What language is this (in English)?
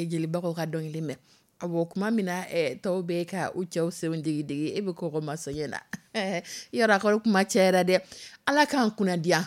Dyula